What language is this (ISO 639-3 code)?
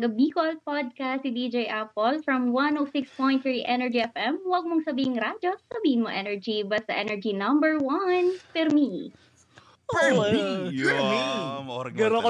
bik